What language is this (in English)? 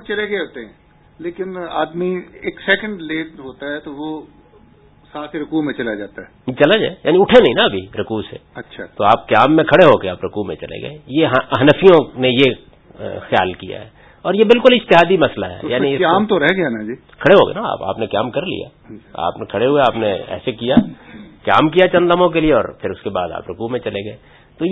Urdu